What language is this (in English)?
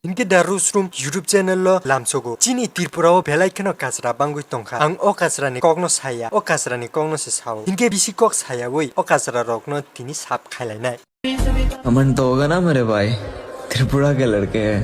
Kok Borok